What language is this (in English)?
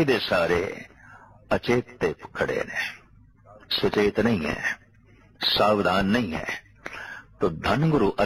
Punjabi